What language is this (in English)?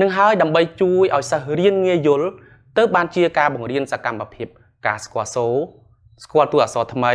Khmer